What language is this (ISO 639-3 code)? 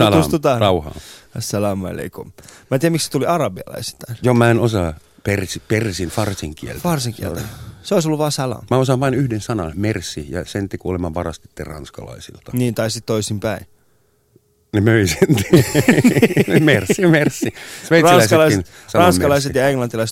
fin